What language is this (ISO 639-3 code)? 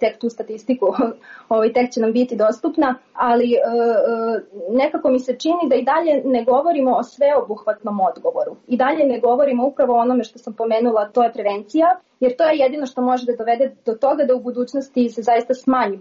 srp